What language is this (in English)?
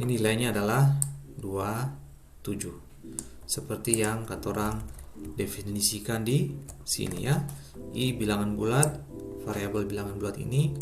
Ambonese Malay